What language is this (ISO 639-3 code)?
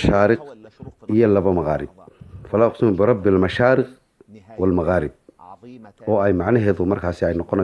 som